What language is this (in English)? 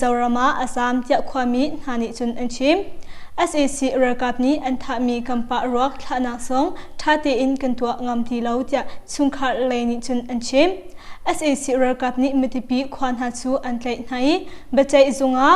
Hakha Chin